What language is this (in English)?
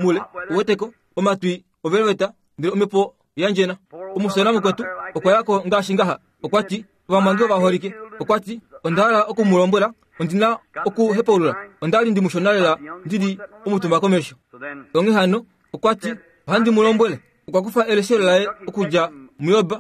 Kuanyama